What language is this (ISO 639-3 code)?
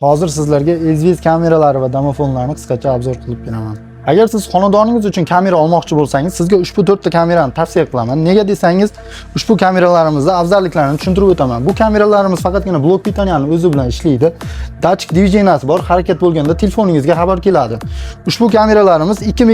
uzb